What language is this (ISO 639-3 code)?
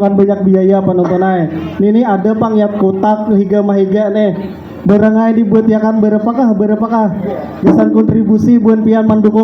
bjn